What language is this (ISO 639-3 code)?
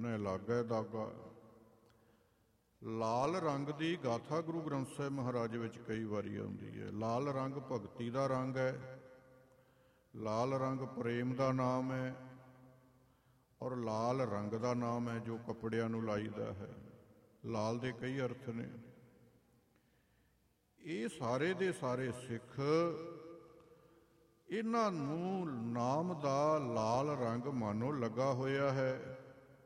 pan